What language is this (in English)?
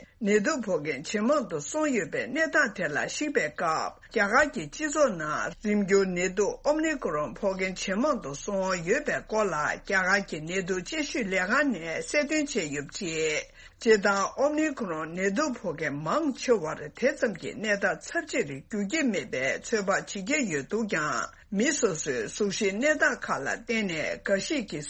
Tibetan